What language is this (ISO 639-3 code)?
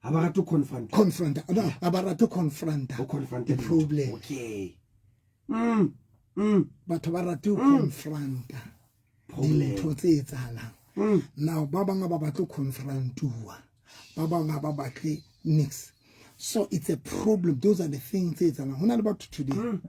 sot